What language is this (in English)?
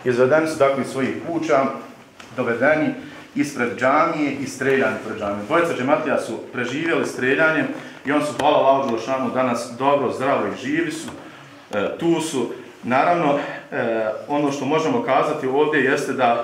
Bosnian